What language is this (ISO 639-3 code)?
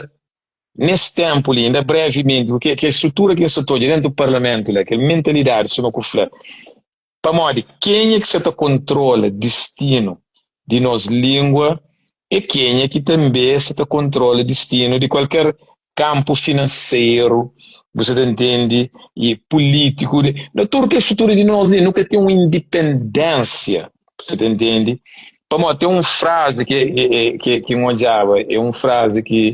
kea